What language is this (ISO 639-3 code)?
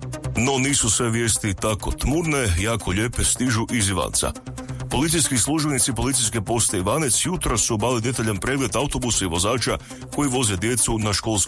hrv